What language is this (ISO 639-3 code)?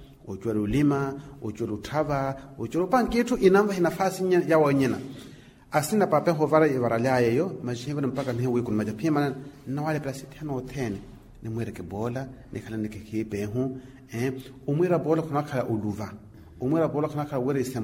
vmw